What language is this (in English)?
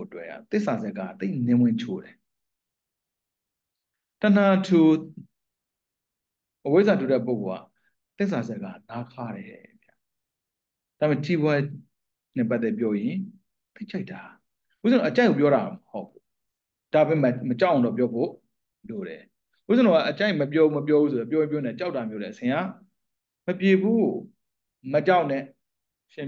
Burmese